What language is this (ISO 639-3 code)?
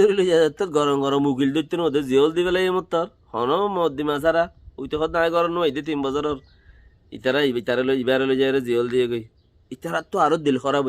rhg